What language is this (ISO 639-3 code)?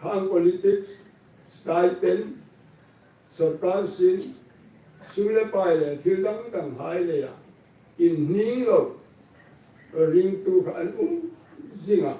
hmr